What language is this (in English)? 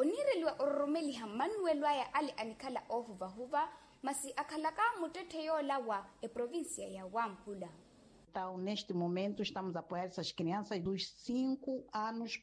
Makhuwa